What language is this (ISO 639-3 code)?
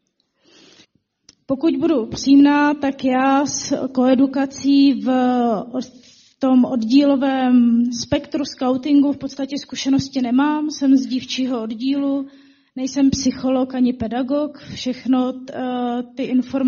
ces